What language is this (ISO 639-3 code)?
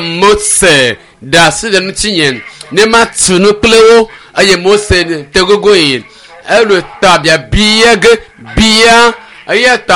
ewe